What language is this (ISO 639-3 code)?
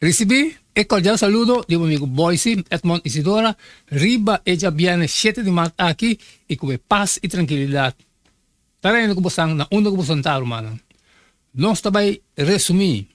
pap